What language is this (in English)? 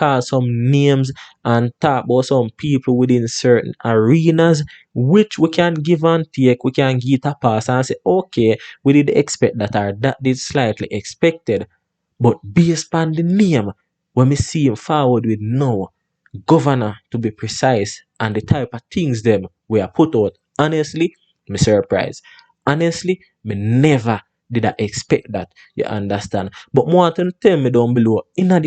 Jamaican Creole English